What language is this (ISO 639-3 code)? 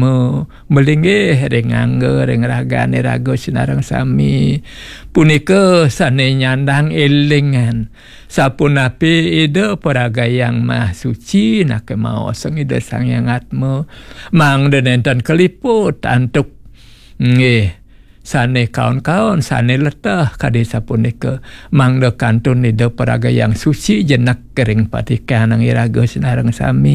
ban